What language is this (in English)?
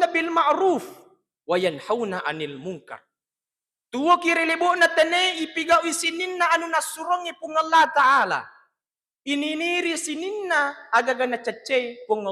Buginese